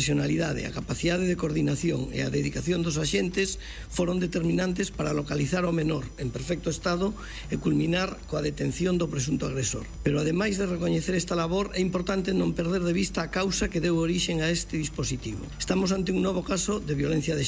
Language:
Galician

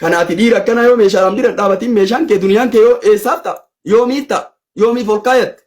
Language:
Oromo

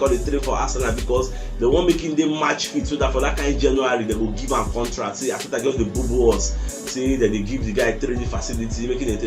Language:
Nigerian Pidgin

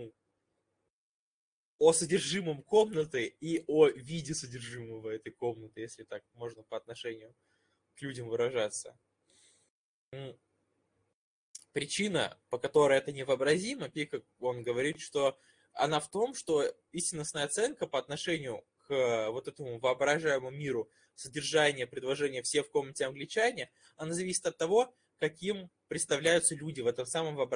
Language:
Russian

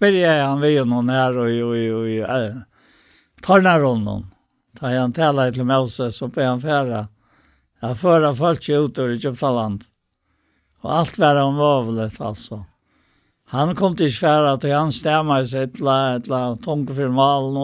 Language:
Faroese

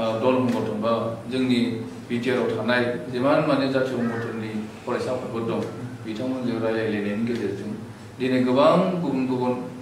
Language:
Bodo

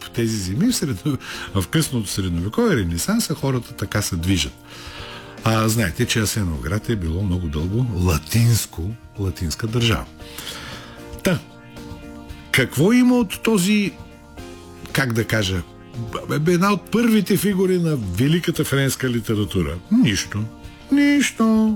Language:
Bulgarian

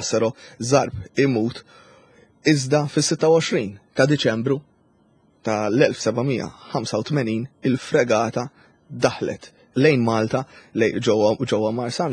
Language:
Maltese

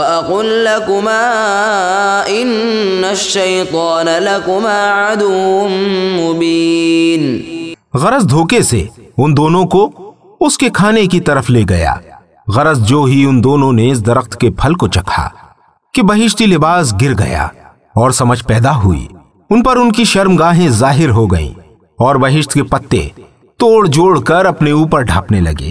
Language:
Urdu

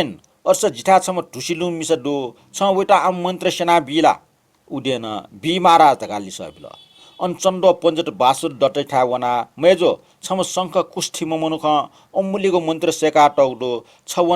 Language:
Newari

